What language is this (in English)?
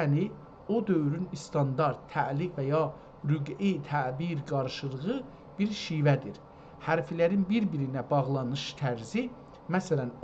South Azerbaijani